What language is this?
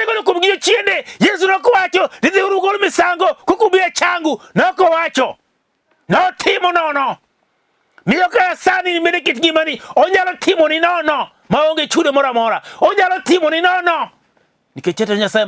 Luo (Kenya and Tanzania)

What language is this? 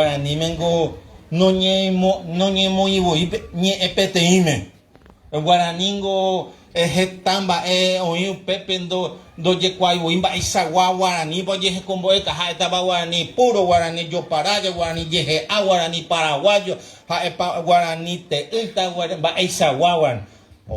Guarani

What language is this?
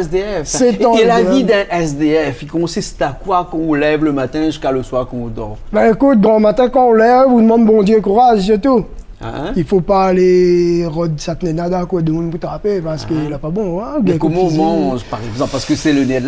Réunion Creole French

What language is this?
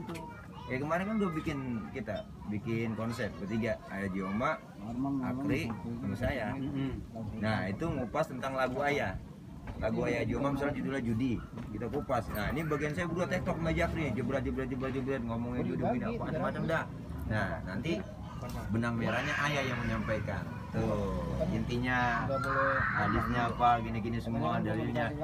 Betawi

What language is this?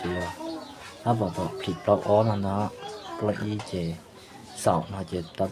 Hmong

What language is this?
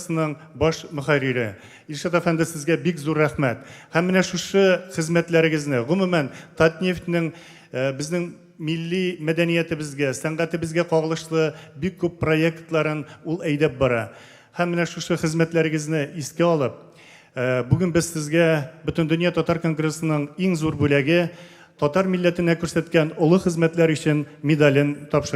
Tatar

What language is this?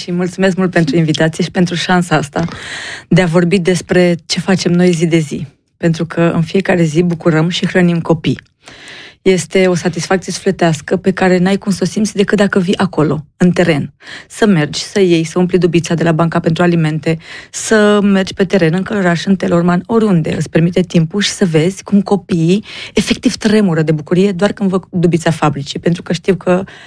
Romanian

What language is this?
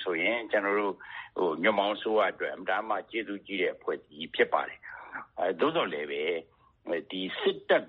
Burmese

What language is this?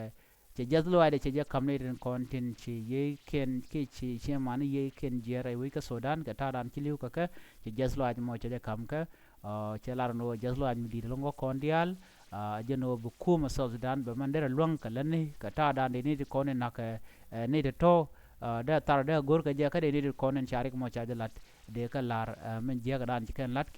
Nuer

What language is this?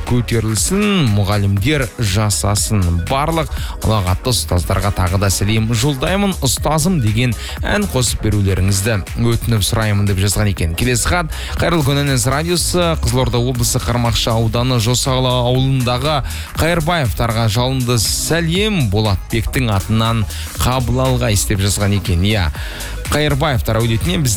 Kazakh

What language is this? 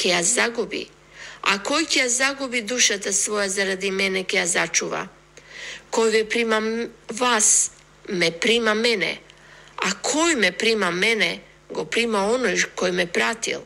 Macedonian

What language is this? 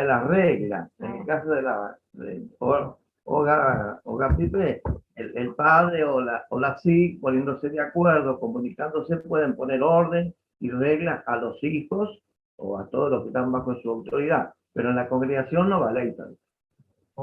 Guarani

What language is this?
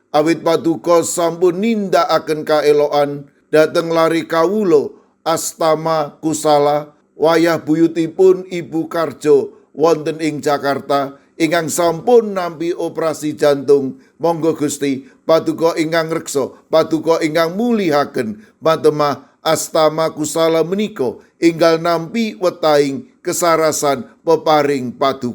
Javanese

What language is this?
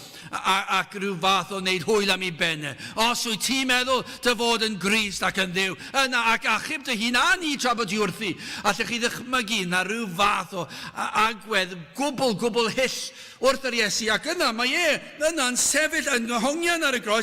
Welsh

